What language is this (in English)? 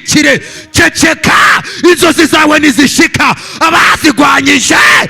Kinyarwanda